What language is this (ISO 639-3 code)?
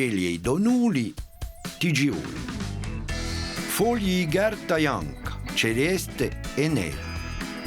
cos